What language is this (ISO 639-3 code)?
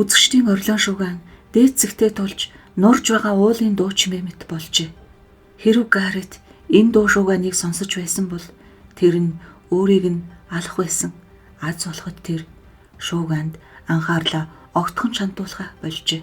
mon